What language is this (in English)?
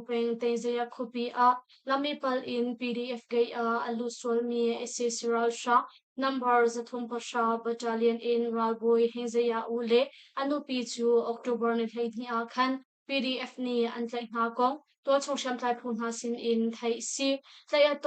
Hakha Chin